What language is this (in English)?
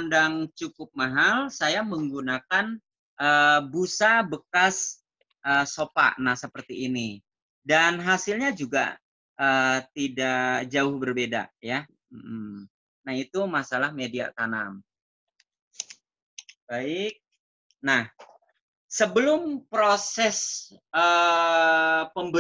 Indonesian